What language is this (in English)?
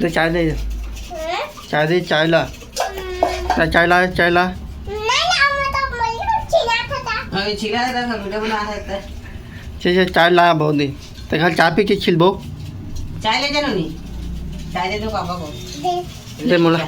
Chhattisgarhi